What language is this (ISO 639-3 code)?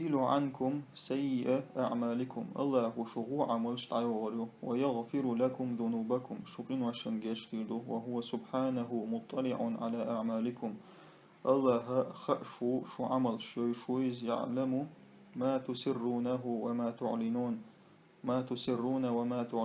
che